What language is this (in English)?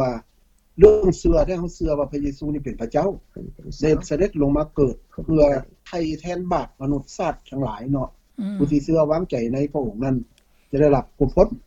Lao